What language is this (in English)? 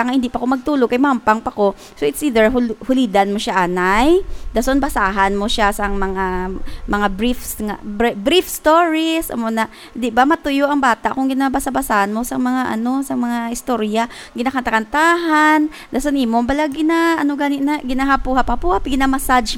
Hiligaynon